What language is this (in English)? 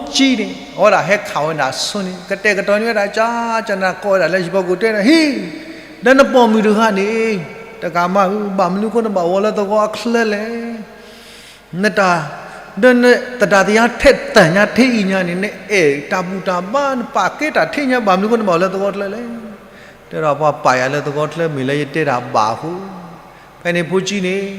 S'gaw Karen